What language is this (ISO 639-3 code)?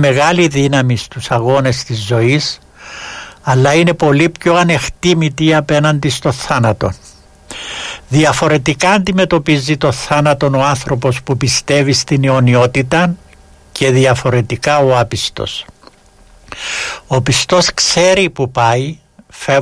ell